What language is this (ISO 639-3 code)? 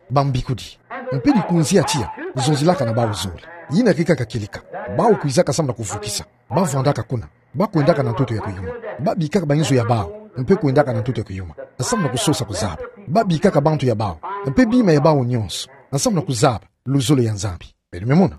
ktu